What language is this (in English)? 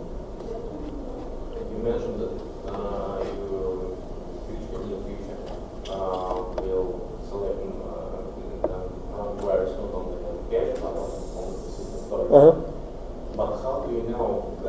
English